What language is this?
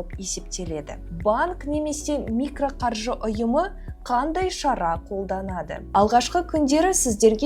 Kazakh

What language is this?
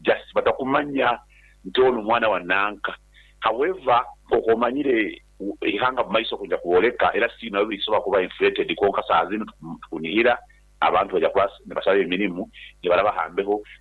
Nyoro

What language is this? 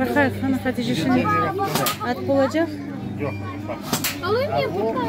Crimean Tatar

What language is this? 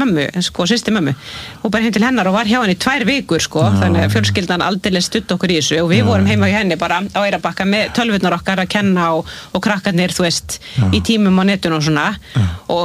Icelandic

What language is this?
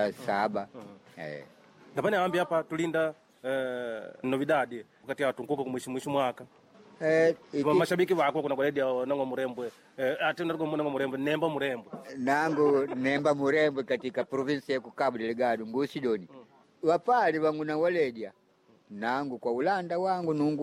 Makonde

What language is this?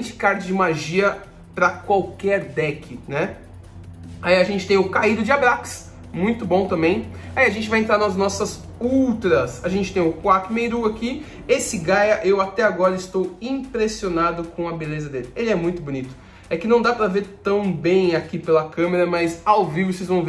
Portuguese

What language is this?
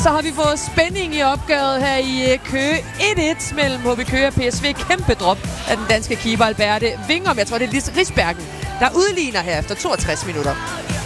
Danish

